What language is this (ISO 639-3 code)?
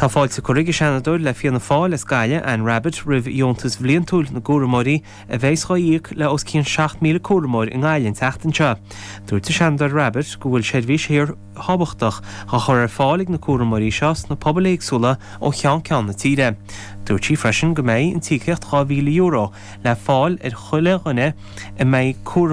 gle